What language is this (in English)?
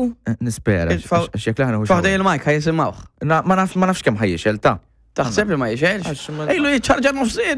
Maltese